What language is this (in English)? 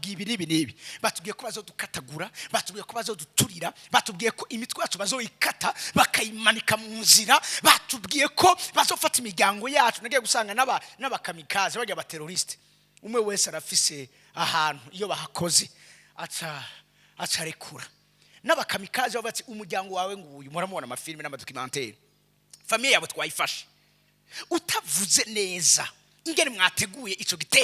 Rundi